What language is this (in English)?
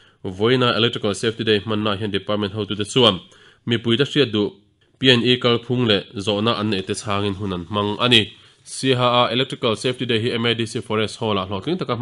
Mizo